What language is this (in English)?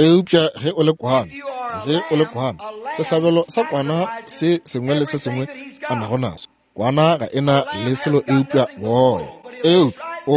Northern Sotho